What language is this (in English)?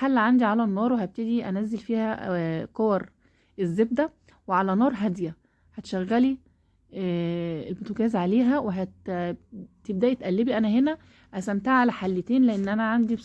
Egyptian Arabic